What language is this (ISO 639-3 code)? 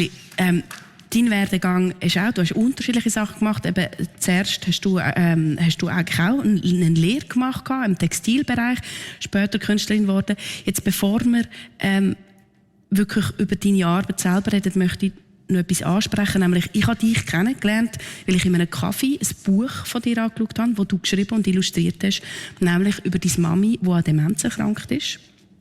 gsw